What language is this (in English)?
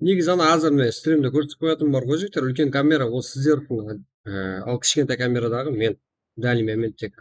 Kara-Kalpak